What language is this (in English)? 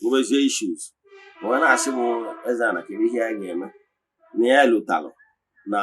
Igbo